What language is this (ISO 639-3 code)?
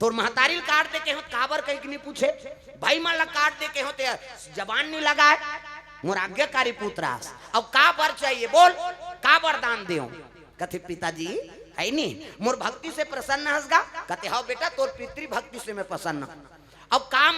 hne